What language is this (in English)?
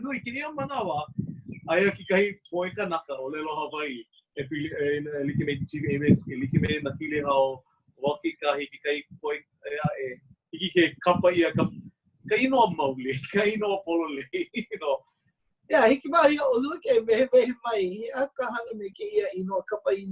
Hawaiian